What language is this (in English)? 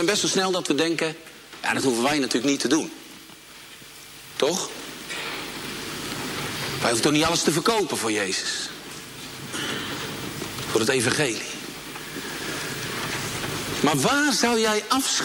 Dutch